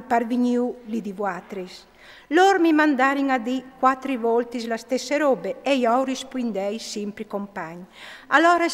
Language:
Friulian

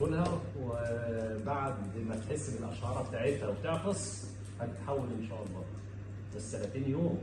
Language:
Egyptian Arabic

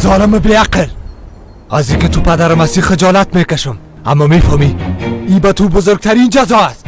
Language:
Persian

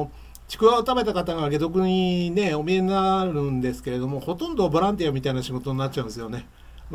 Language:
Japanese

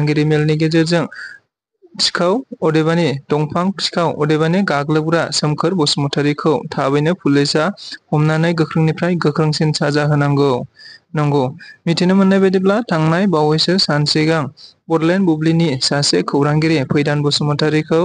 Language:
Bodo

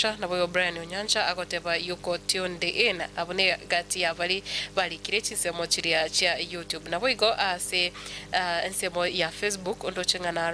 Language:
Gusii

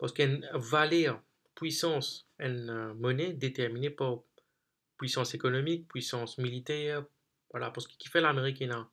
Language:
Morisyen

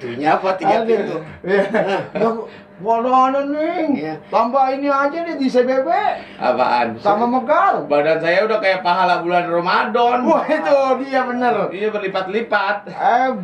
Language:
Betawi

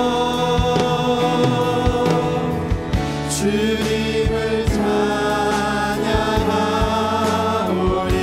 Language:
Korean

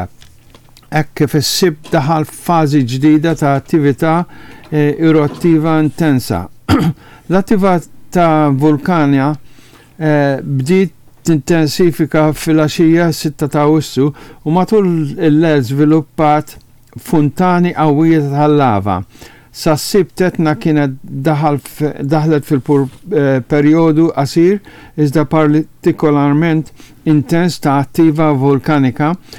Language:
Maltese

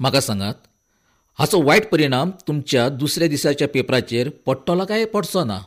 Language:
Konkani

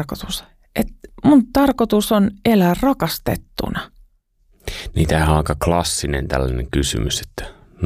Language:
Finnish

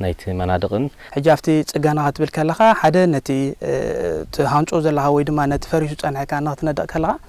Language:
Tigrinya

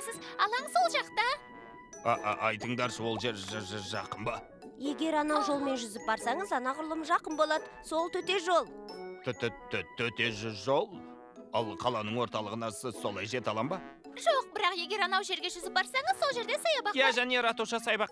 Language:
Kazakh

